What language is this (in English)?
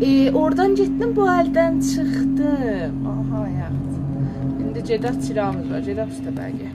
South Azerbaijani